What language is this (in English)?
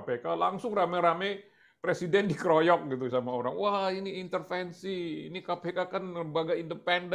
Indonesian